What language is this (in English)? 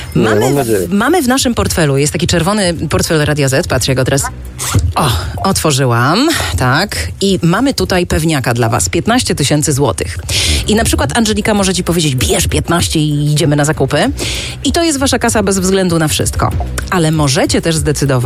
Polish